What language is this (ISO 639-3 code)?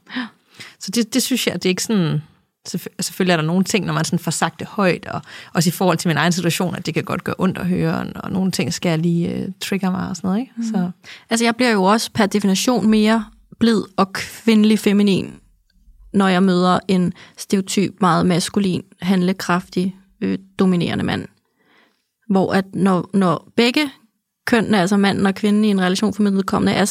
dan